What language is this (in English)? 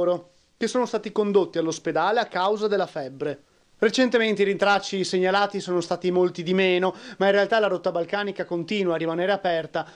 Italian